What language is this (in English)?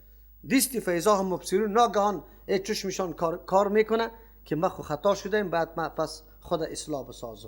Persian